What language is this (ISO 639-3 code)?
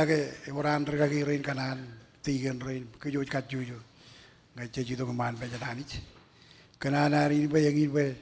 mah